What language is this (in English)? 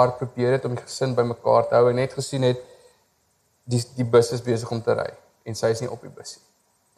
Afrikaans